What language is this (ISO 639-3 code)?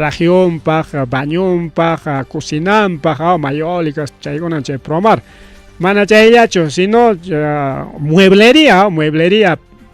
quy